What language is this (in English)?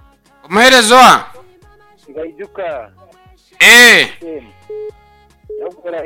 Kinyarwanda